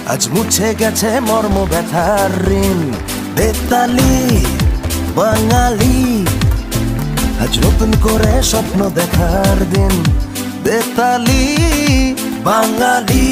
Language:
Bangla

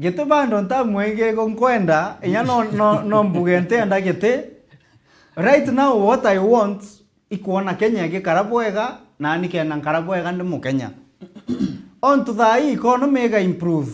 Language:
Meru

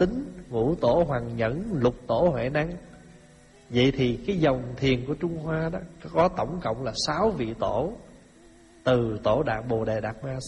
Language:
Vietnamese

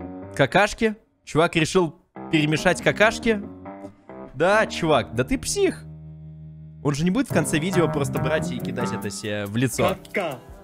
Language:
Russian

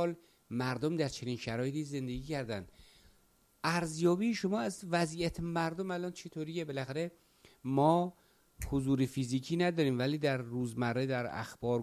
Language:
Persian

